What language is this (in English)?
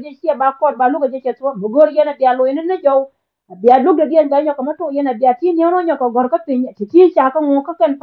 Nuer